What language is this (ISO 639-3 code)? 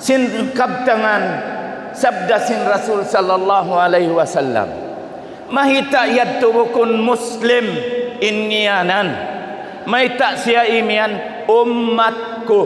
tsg